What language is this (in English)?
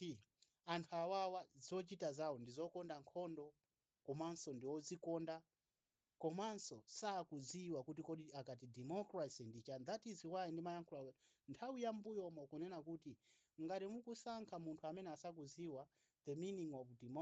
Nyanja